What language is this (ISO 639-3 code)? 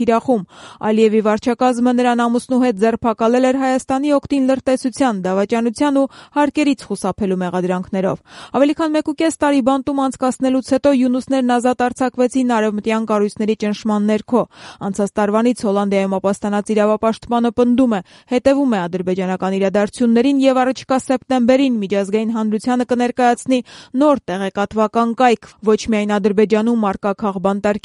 hye